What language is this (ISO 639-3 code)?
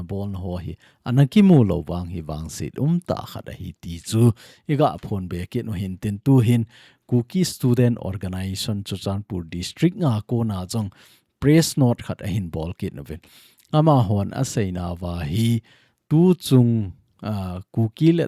tcz